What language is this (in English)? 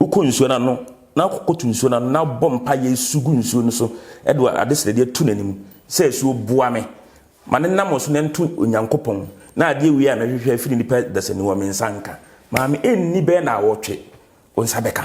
Akan